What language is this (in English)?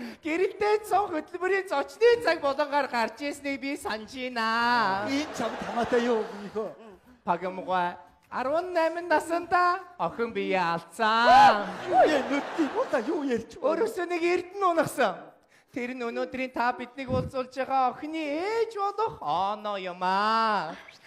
Mongolian